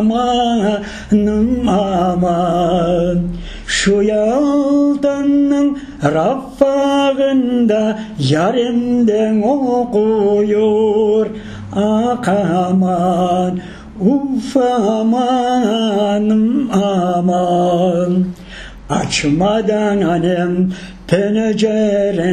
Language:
Crimean Tatar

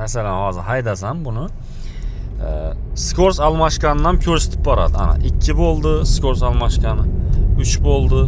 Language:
Uzbek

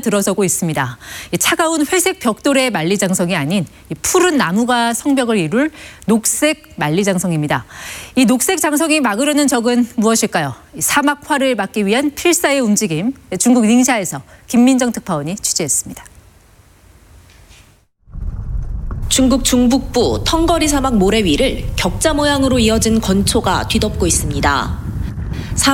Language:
Korean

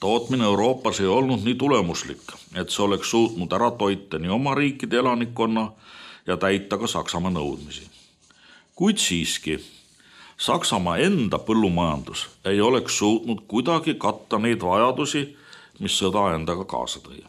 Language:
Estonian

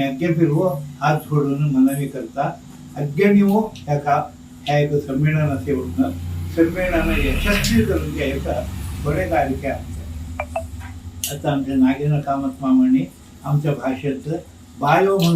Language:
Konkani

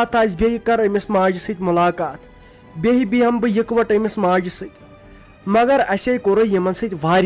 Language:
Kashmiri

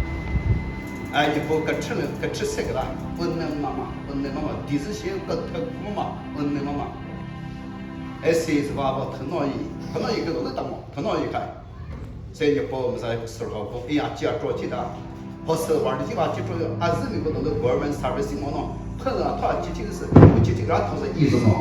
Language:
Chokri Naga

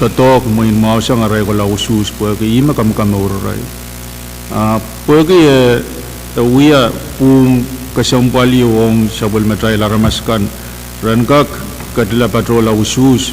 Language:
Pohnpeian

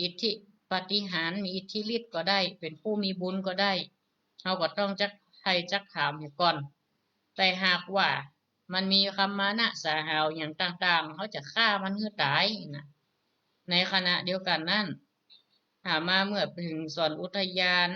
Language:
Northern Thai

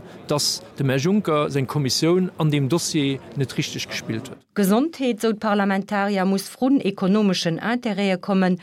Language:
Luxembourgish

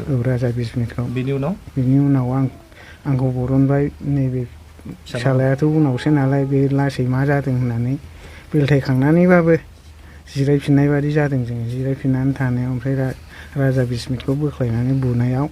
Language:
Bodo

